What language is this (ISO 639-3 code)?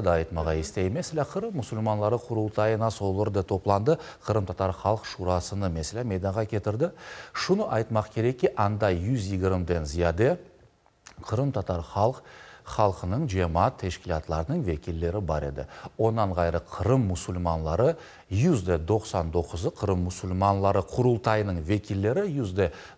crh